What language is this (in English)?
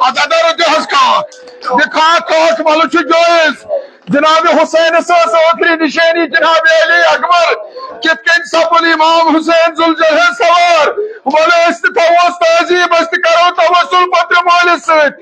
Kashmiri